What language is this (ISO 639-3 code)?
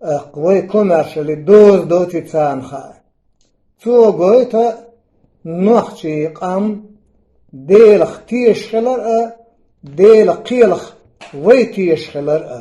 che